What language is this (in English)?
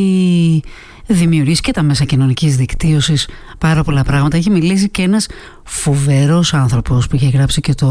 Greek